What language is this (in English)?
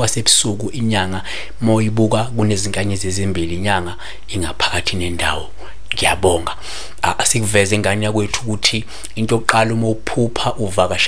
Zulu